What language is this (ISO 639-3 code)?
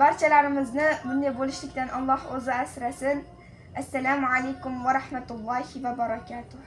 uzb